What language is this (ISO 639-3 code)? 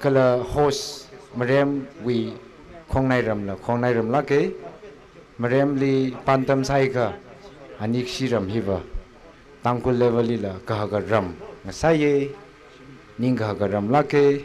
nmf